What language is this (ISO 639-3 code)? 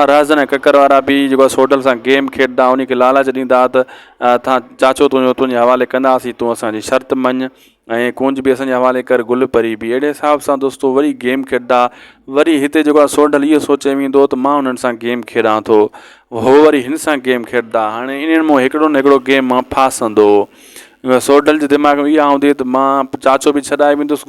snd